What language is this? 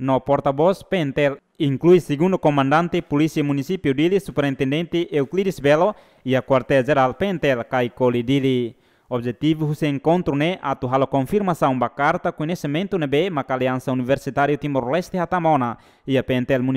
Tetum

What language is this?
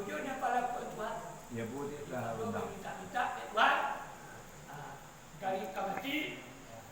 Minangkabau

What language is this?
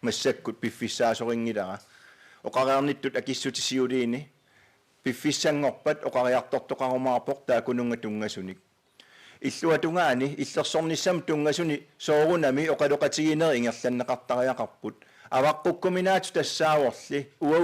Kalaallisut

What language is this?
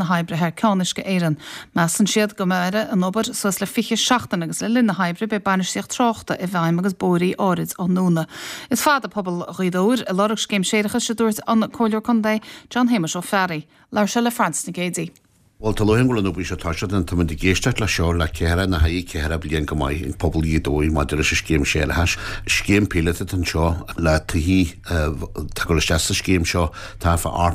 Irish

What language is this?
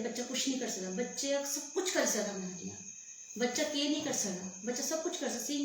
Dogri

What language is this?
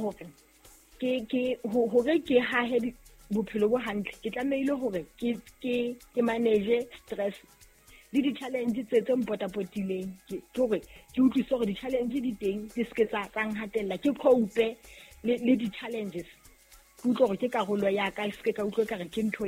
Southern Sotho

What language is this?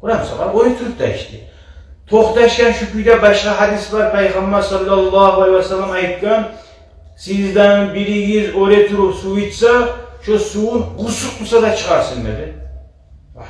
Kumyk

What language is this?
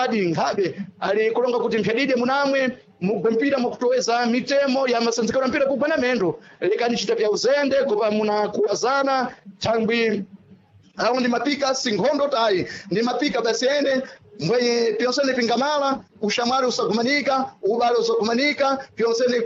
Sena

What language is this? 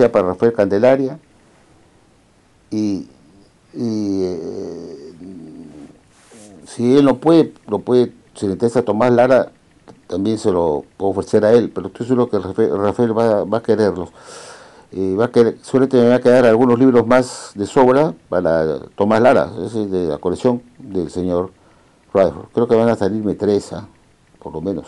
Spanish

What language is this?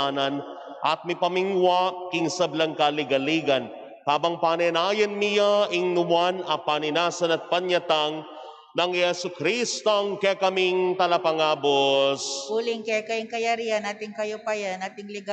Pampanga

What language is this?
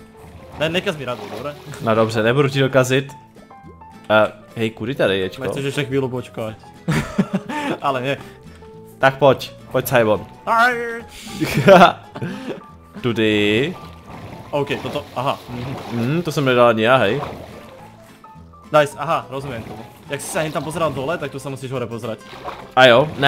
Czech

